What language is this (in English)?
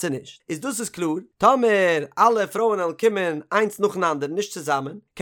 Yiddish